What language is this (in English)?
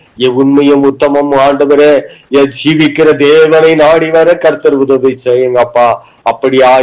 Tamil